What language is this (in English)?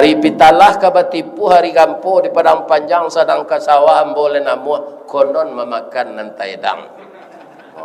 Minangkabau